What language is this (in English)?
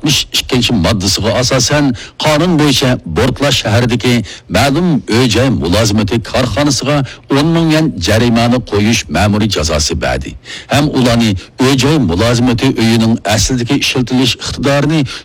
Uyghur